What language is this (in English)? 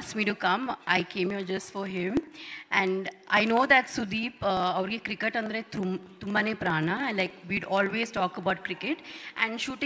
Kannada